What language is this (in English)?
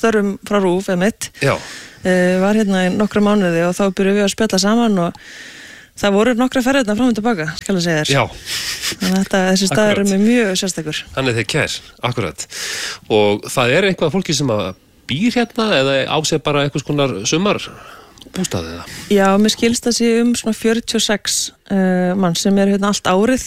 Icelandic